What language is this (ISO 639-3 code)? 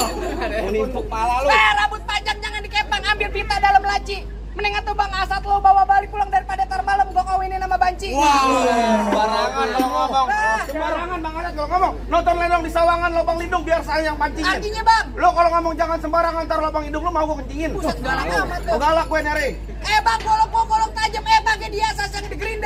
bew